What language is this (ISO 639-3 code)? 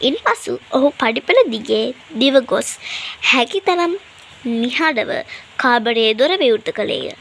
sin